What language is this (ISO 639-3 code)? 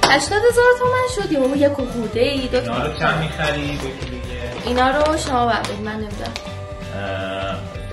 fas